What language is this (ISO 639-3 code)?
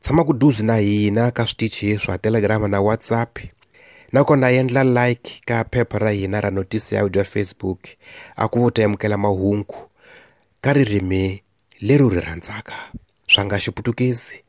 tso